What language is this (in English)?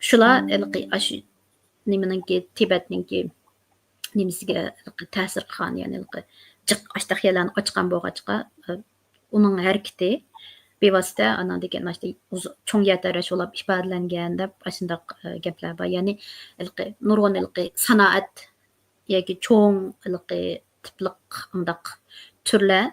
Uyghur